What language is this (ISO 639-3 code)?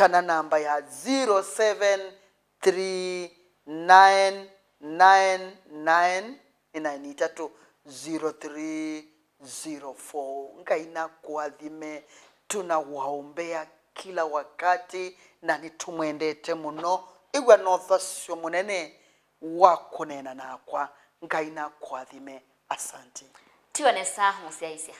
kam